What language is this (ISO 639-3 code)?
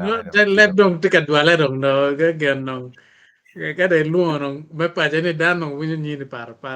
ach